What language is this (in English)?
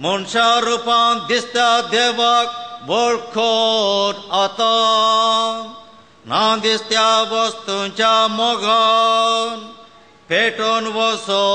Konkani